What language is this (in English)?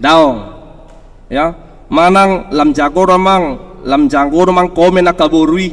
Batak Toba